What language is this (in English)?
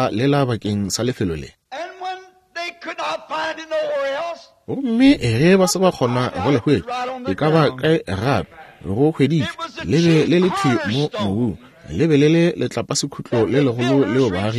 Northern Sotho